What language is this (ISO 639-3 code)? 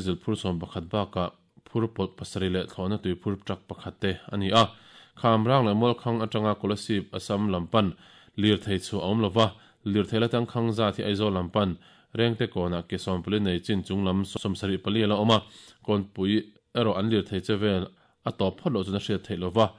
lus